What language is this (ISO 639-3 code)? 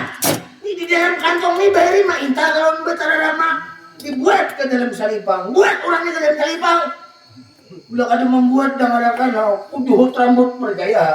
bjn